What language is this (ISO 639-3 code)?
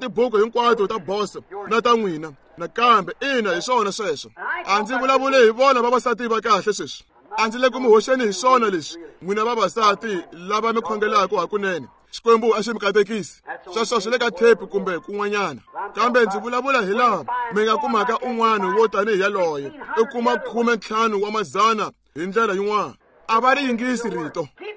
tso